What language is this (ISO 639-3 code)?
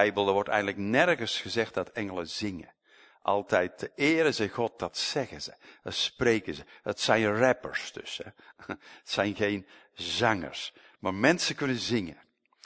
nld